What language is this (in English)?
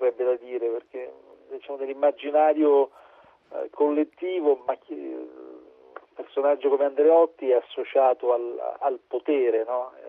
Italian